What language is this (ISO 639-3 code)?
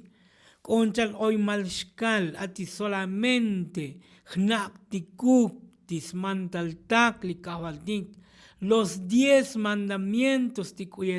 tzo